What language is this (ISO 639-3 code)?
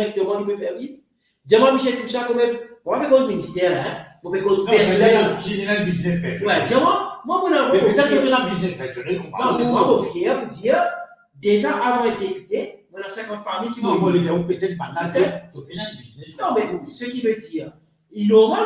mfe